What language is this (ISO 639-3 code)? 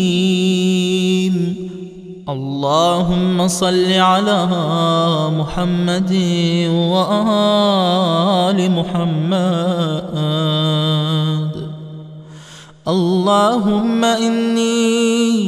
ara